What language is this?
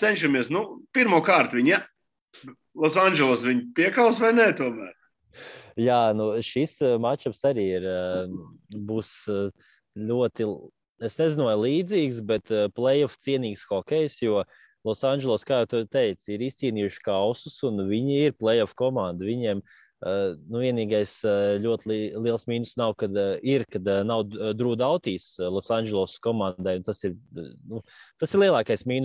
Latvian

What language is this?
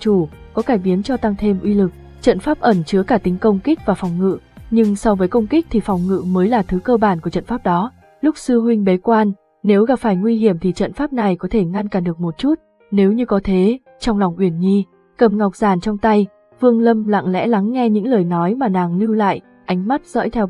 Vietnamese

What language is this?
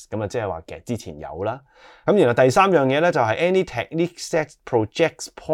Cantonese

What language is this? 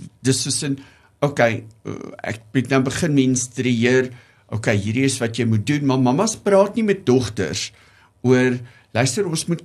Afrikaans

